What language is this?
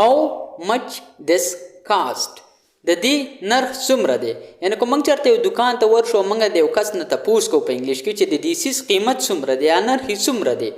Pashto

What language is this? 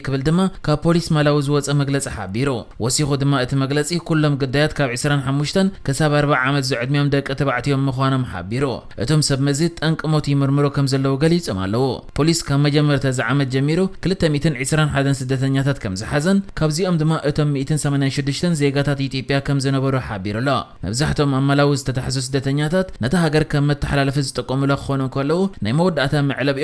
Tigrinya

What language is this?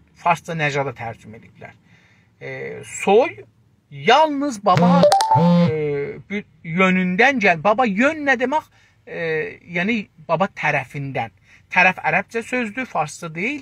South Azerbaijani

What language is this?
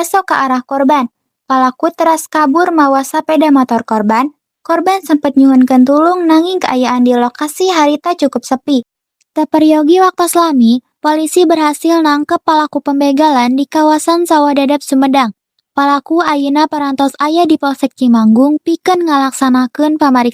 Sundanese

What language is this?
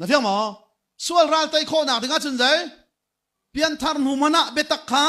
Hakha Chin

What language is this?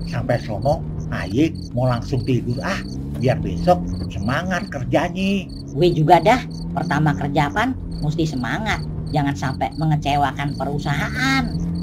Betawi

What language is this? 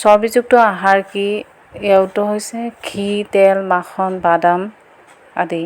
Assamese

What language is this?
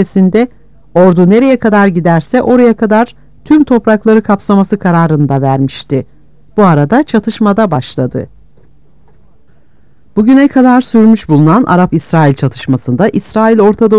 Turkish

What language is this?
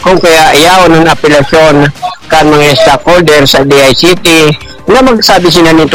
Bikol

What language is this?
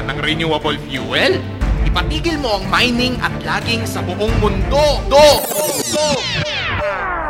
Filipino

